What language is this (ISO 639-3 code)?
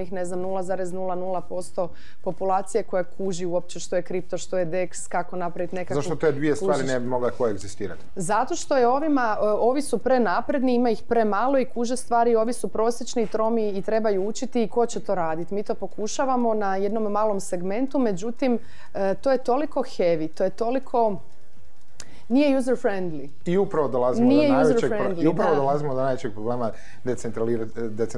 hrv